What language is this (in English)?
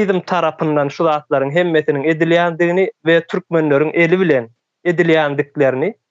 Turkmen